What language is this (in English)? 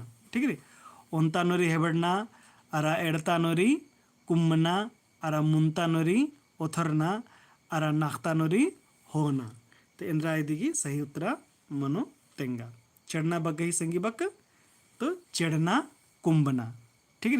Kurukh